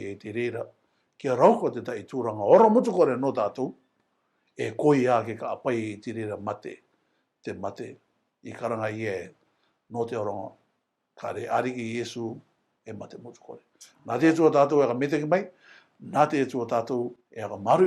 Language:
Rarotongan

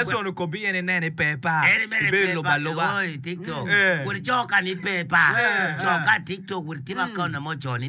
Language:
Acoli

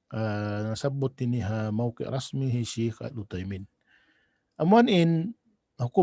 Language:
Tausug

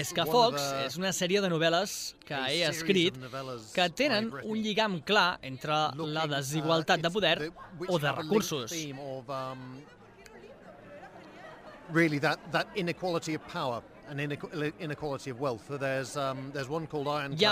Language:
Catalan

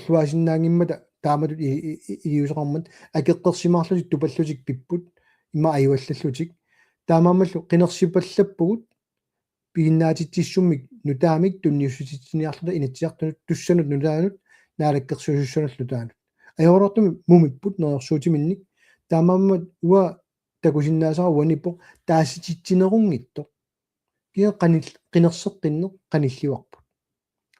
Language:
Kalaallisut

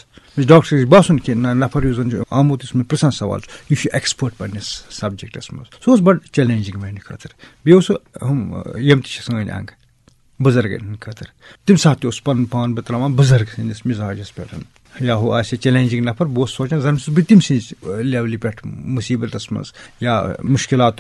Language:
Kashmiri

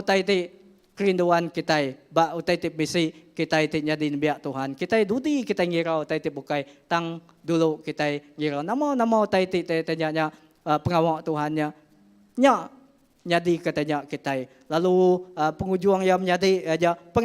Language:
Iban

